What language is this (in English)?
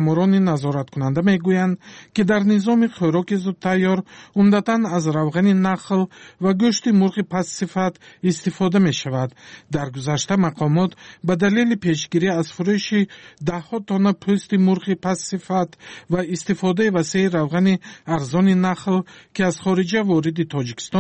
Tajik